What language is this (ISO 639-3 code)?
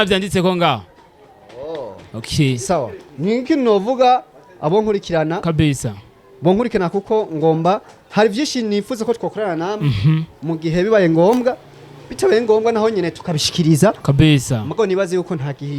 run